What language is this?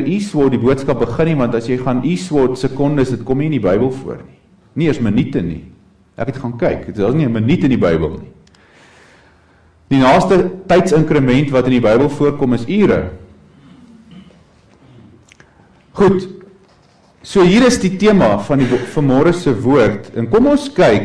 Afrikaans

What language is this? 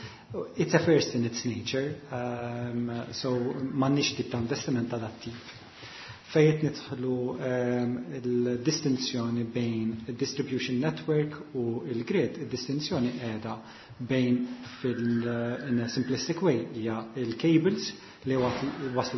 Maltese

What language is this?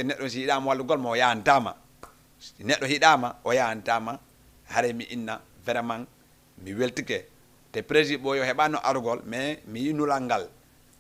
Fula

